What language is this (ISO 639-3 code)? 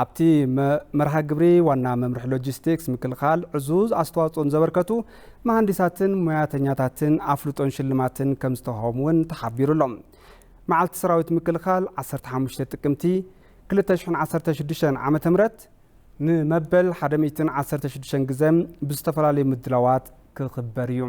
tir